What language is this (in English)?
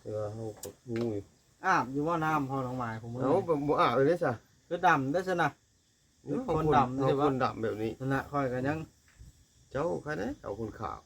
Northeastern Thai